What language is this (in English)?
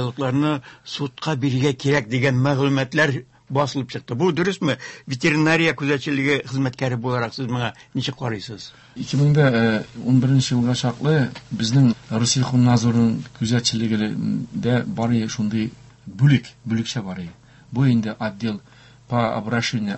Tatar